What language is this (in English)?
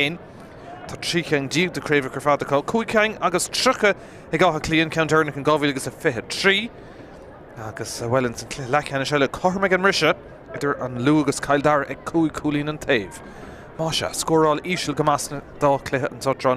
Irish